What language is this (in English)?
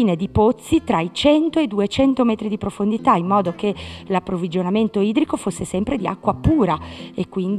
Italian